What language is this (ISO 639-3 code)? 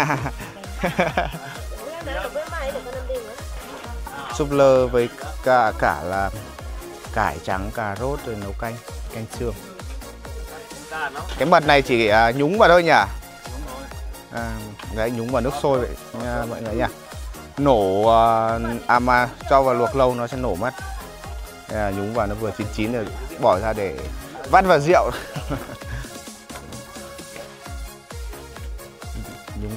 vie